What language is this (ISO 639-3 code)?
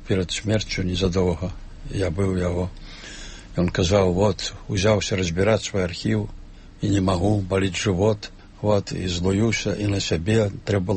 bel